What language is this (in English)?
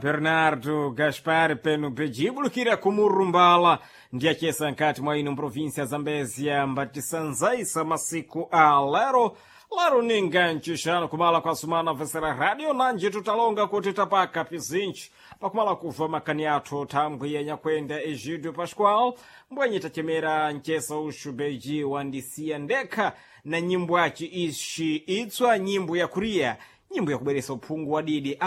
Sena